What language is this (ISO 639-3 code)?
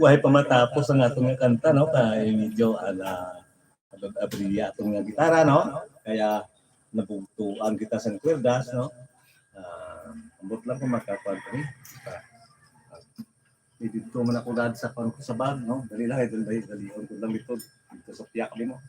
hil